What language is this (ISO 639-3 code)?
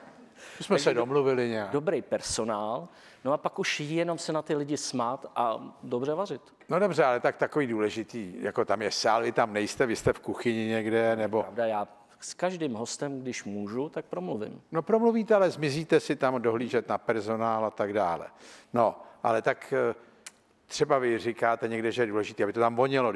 ces